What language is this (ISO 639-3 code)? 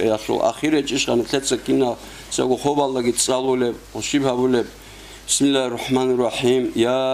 ava